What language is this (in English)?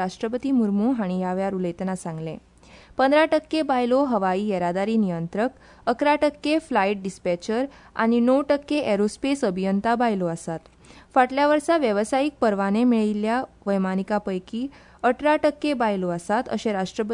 Konkani